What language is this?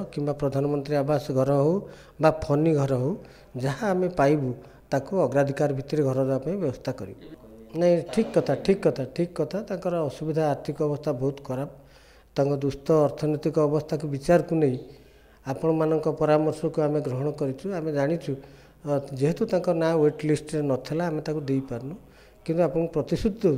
Odia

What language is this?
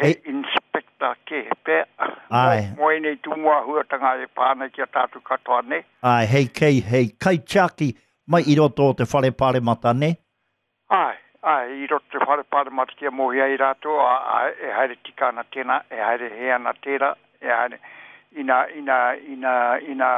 Māori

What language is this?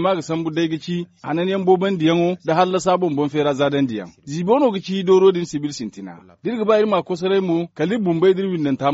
Zarma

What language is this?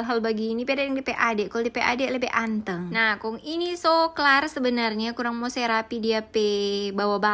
Manado Malay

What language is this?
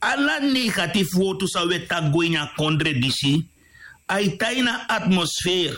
Sranan Tongo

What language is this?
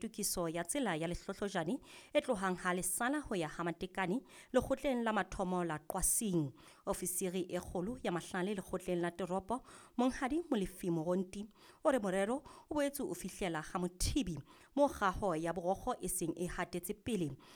Southern Sotho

